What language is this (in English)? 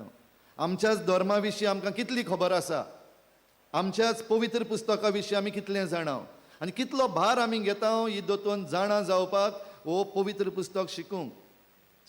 Konkani